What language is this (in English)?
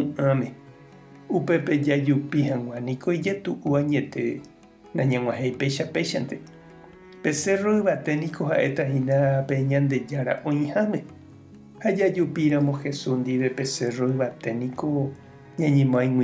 Guarani